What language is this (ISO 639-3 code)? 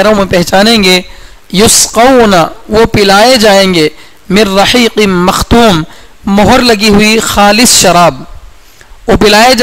urd